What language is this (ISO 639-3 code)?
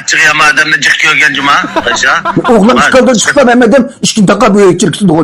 uig